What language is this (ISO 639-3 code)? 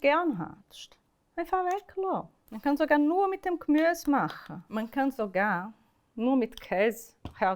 gsw